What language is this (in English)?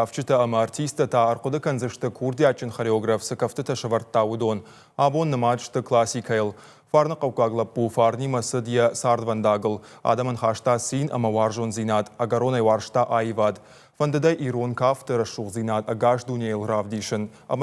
Ossetic